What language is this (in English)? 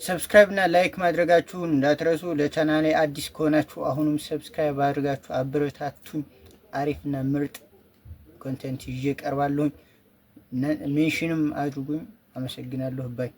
Amharic